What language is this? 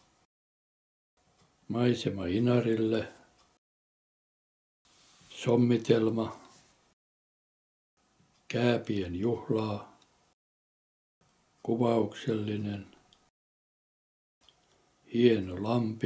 Finnish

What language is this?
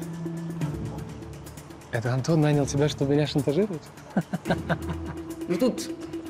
Russian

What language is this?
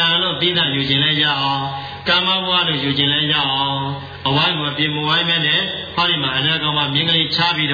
Burmese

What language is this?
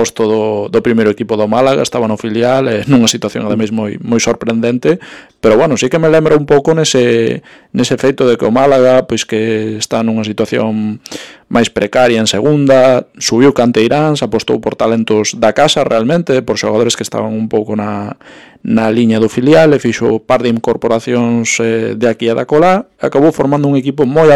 Galician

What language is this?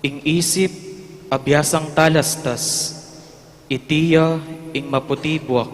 Pampanga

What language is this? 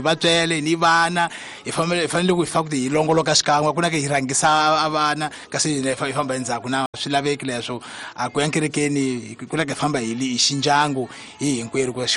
Tsonga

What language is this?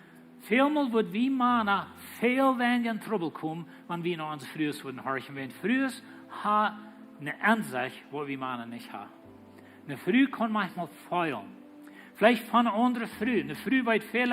Plautdietsch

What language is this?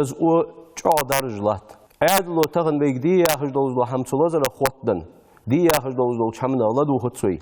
Ingush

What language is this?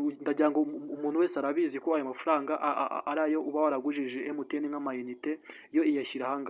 Kinyarwanda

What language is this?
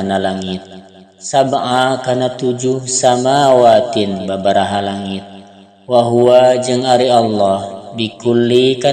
Sundanese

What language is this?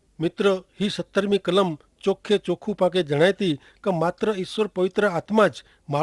Kachhi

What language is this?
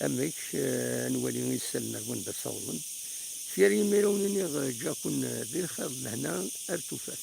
Kabyle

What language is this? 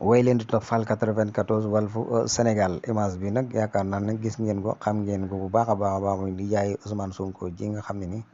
Wolof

